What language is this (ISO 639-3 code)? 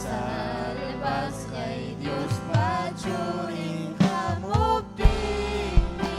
quy